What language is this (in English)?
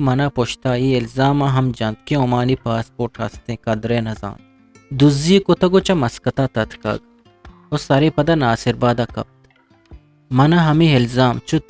Eastern Balochi